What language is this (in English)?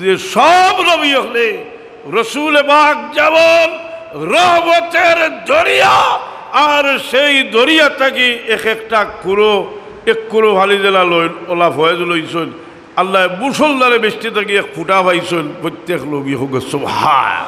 Sylheti